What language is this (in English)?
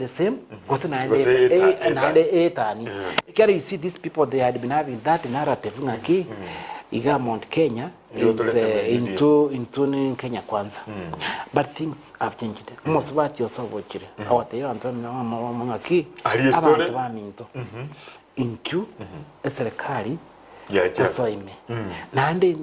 Gusii